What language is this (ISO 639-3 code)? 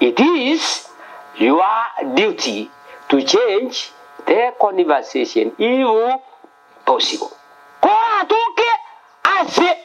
guz